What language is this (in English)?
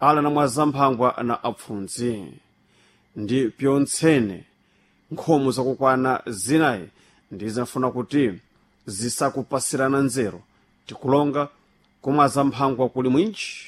Sena